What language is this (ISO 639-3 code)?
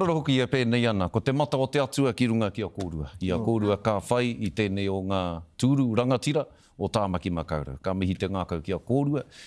mri